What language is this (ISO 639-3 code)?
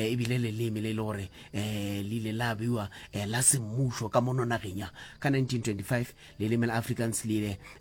nso